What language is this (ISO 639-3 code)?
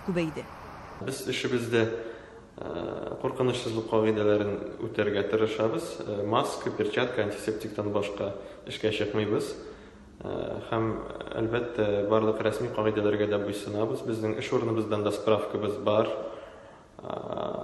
tat